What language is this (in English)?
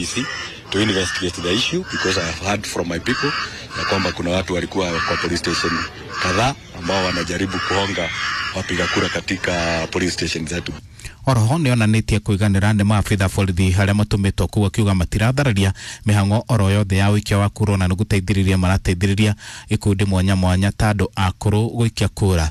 Kikuyu